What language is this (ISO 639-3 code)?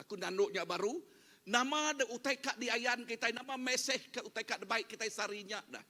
iba